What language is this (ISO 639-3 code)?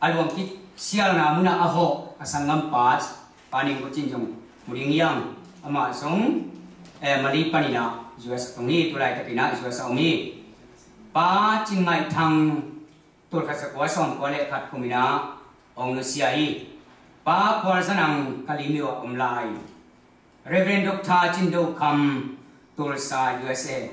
ctd